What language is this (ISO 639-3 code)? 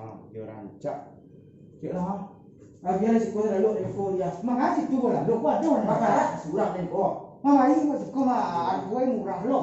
min